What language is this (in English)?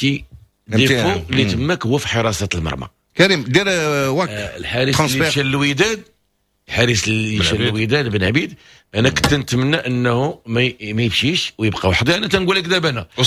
Moroccan Arabic